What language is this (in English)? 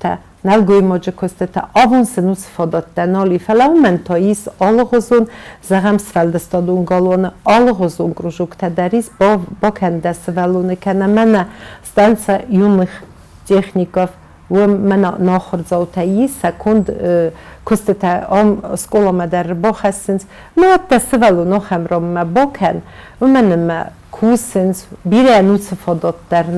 Ossetic